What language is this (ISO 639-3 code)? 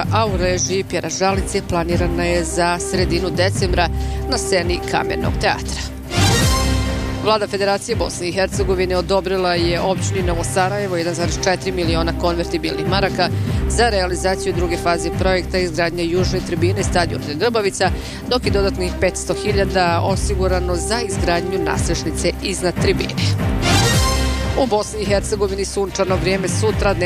bos